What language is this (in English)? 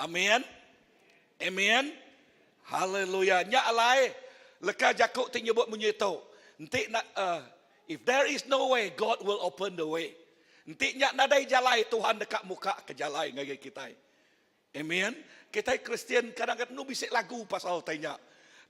Iban